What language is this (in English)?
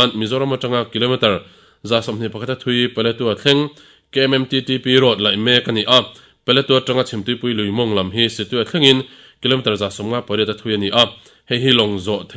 Mizo